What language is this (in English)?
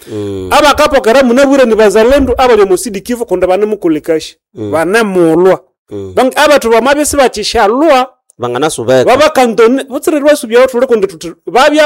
Nande